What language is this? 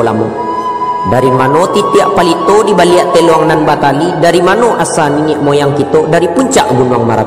Minangkabau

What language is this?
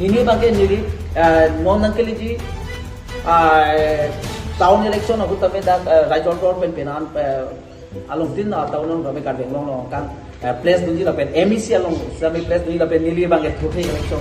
Karbi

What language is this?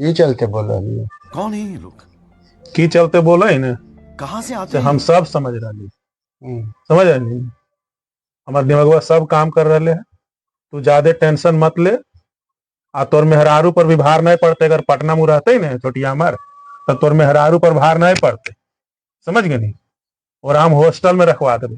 Magahi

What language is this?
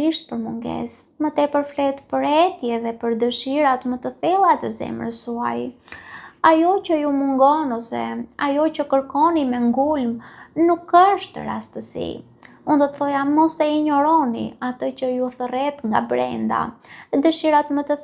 Albanian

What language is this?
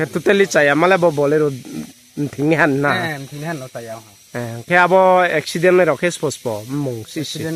Riang (India)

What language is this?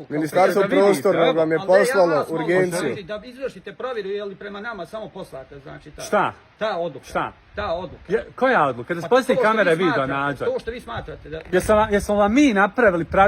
Bosnian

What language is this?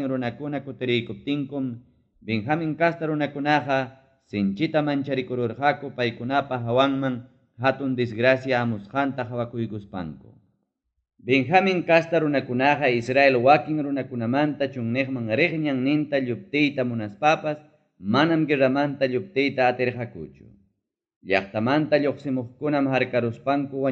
Ayacucho Quechua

